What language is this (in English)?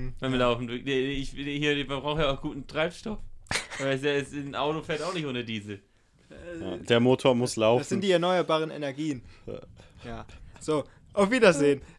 German